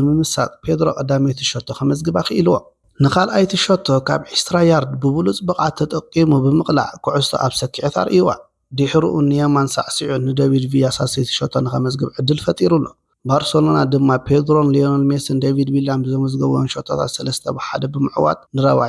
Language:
Tigrinya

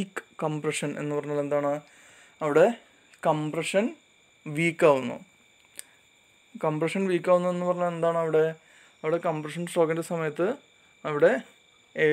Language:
Malayalam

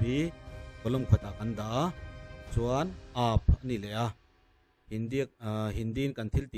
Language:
Mizo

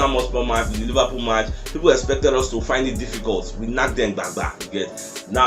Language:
Nigerian Pidgin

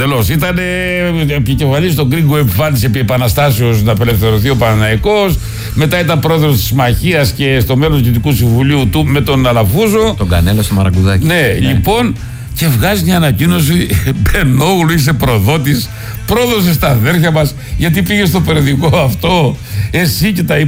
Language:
Greek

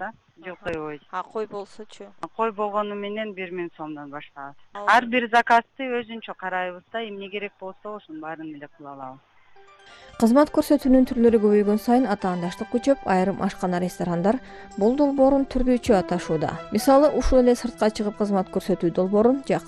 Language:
Kyrgyz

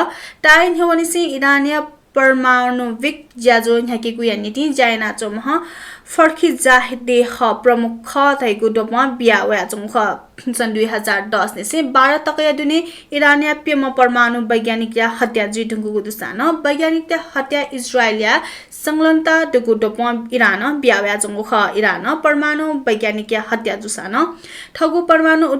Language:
Newari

